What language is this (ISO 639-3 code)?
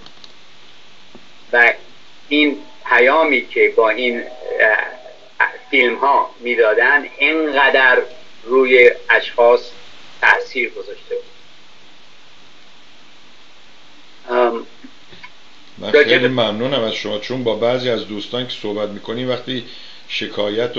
fas